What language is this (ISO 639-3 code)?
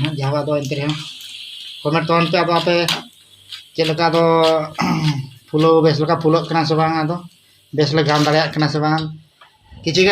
sat